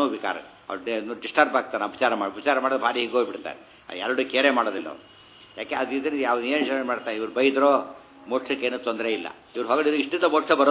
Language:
Kannada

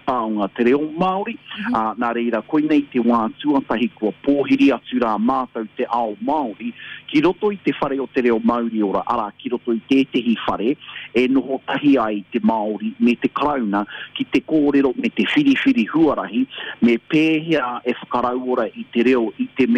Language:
Māori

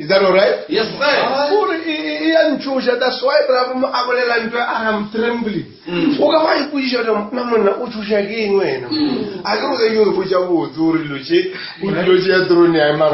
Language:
Northern Sotho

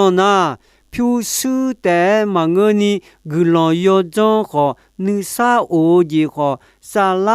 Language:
Akha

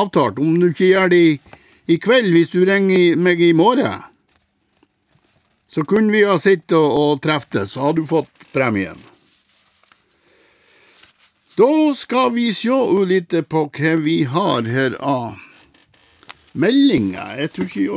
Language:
Norwegian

